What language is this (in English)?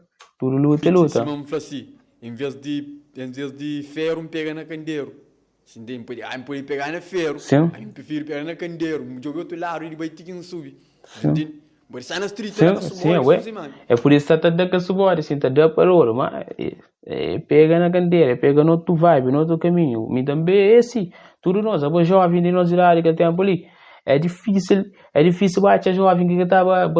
Kabuverdianu